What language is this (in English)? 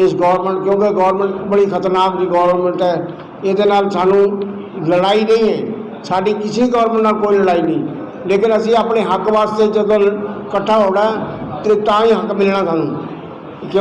Saraiki